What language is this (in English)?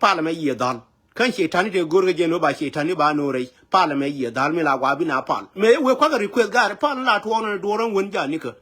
Nuer